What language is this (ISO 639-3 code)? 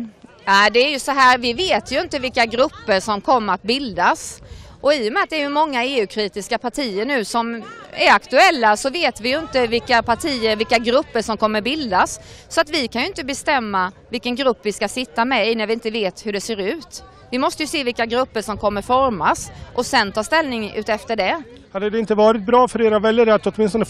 swe